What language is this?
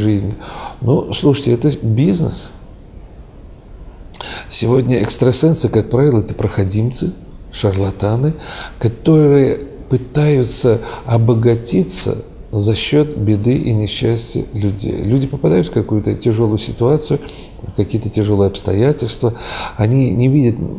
Russian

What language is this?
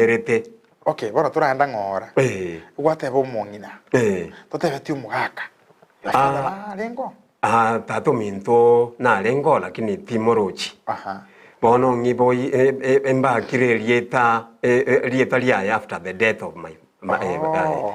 Gusii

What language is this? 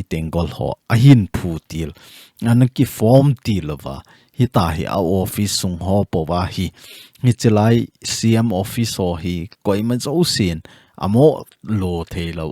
Thado Chin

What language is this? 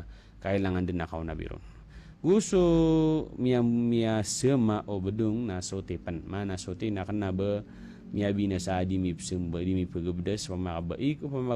Maranao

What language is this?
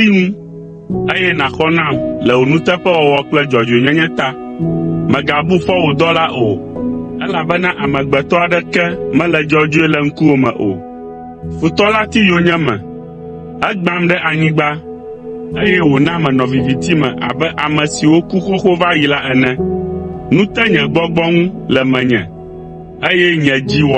Ewe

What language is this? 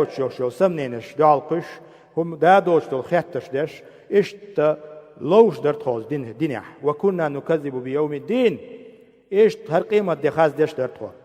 Chechen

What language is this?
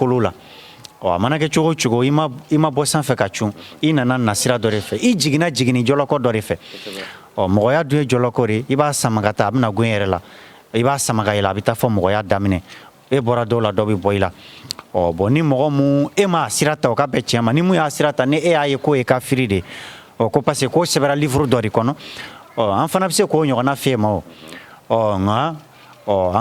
Bambara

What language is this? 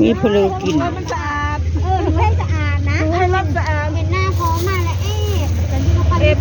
Northeastern Thai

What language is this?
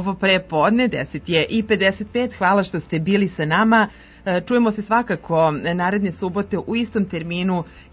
Serbian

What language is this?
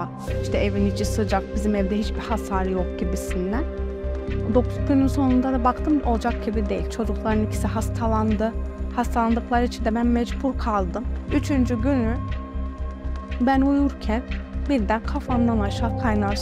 Turkish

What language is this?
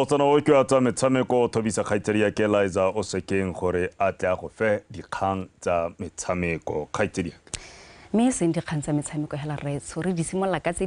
Tswana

